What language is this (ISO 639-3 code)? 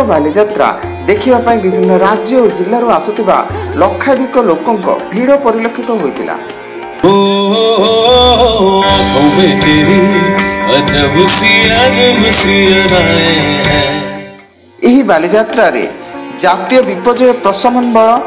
ori